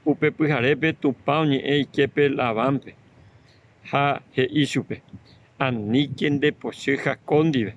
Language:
Guarani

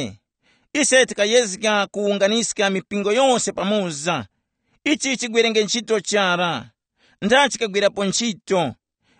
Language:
Tumbuka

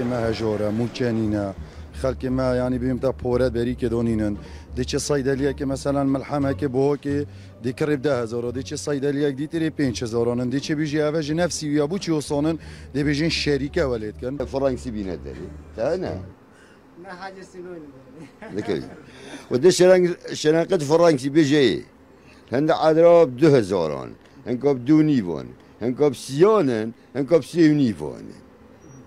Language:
Kurdish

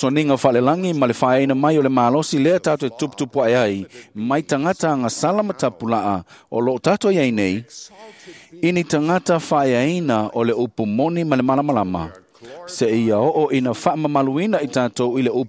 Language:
Samoan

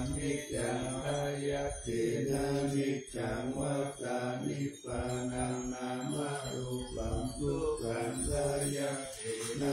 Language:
Pali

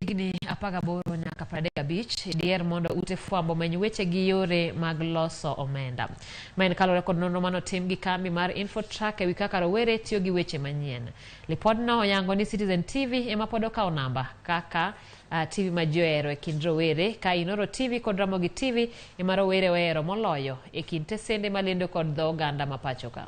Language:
Luo (Kenya and Tanzania)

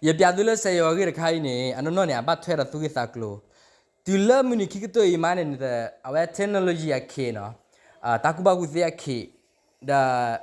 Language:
S'gaw Karen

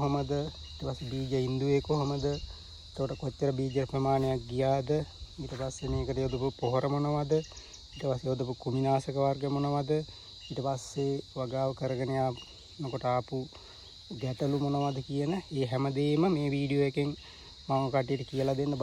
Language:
Sinhala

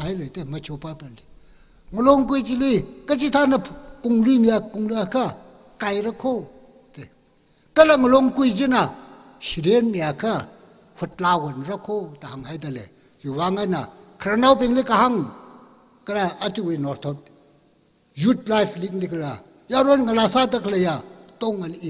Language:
Tangkhul Naga (India)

